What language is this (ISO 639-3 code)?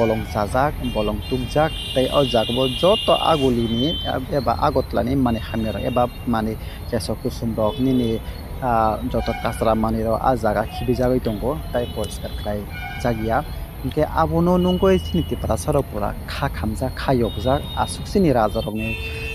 trp